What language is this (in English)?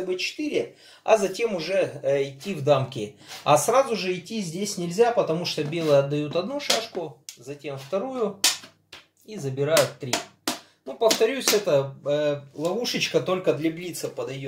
Russian